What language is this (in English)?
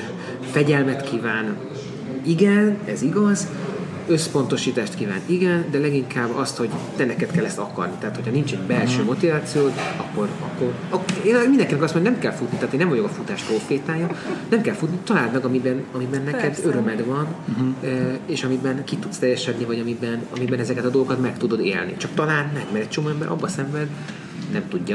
Hungarian